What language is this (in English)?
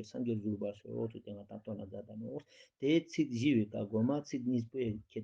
Ladakhi